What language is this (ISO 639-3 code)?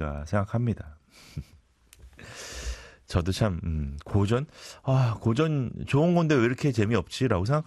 kor